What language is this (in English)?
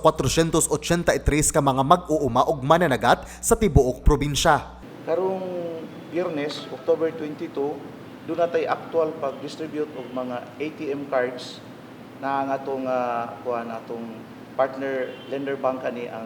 Cebuano